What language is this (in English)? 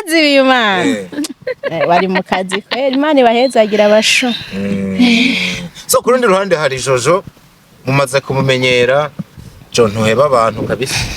Rundi